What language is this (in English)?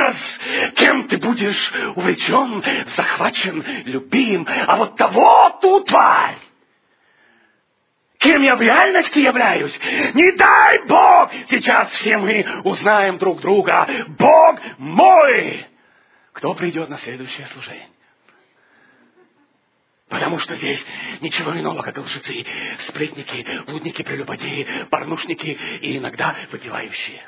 Russian